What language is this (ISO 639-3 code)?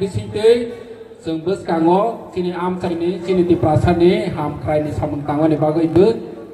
trp